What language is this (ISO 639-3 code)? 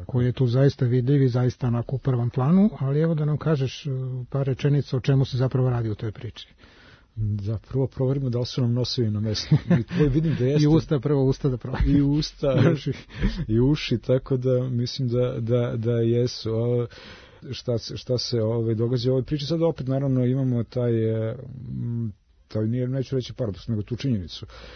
srp